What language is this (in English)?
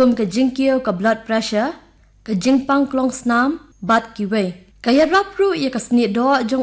Khasi